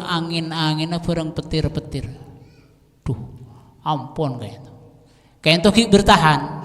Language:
Madurese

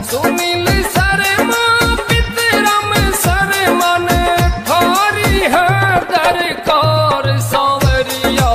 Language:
Haryanvi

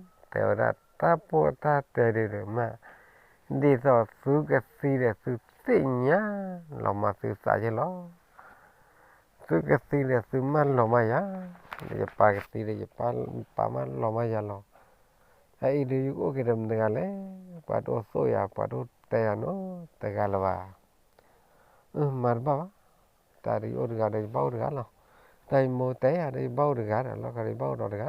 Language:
S'gaw Karen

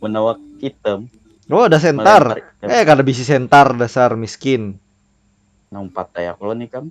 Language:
Banjar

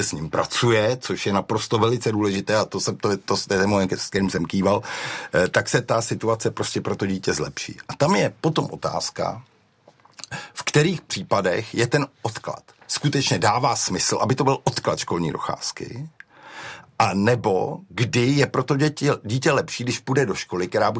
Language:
Czech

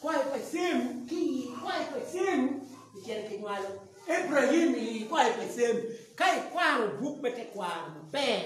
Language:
Acoli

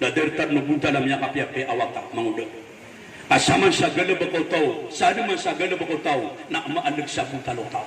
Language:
Maranao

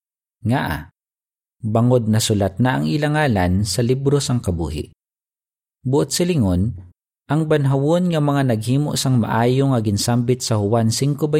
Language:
Hiligaynon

